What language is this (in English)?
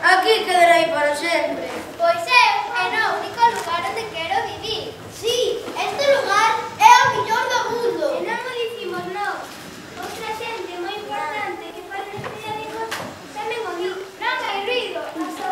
Galician